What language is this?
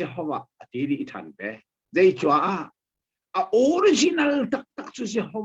Hakha Chin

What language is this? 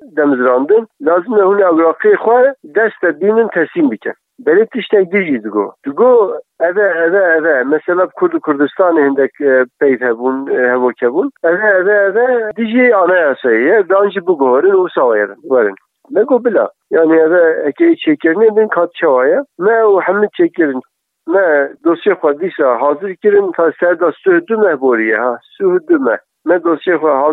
Kurdish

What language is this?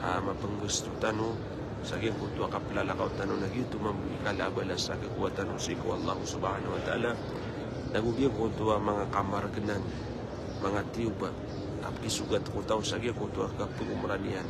Maranao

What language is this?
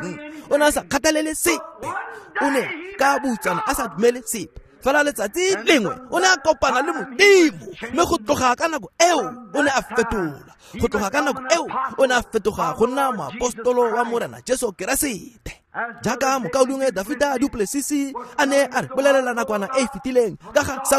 Tswana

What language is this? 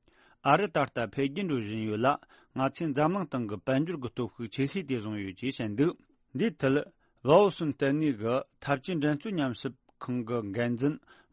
Tibetan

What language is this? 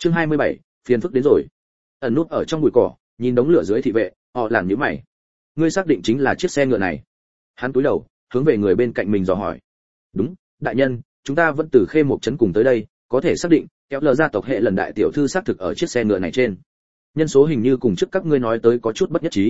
Vietnamese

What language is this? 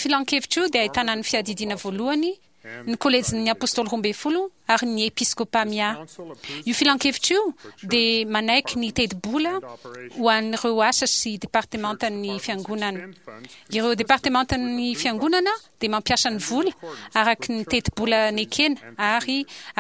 Malagasy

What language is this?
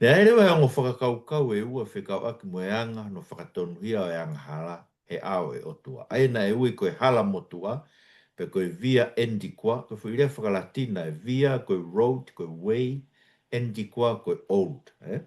Tongan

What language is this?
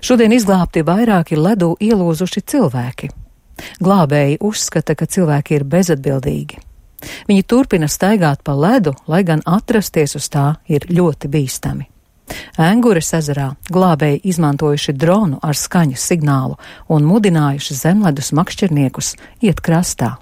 Latvian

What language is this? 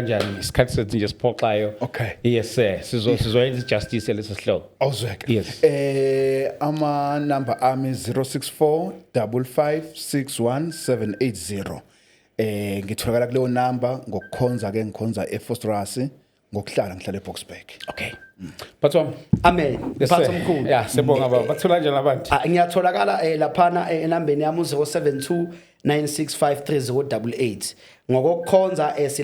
Zulu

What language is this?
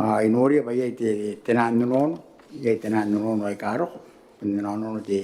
Gilbertese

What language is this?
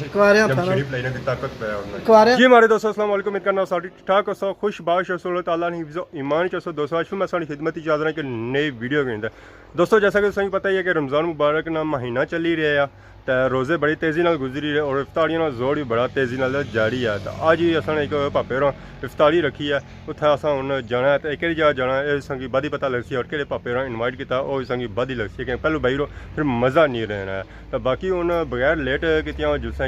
Pahari-Potwari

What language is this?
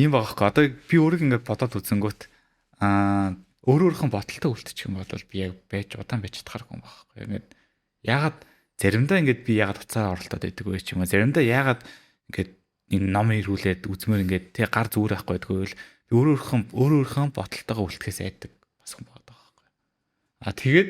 Mongolian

